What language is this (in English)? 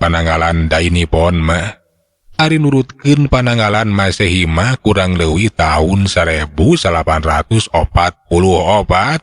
Sundanese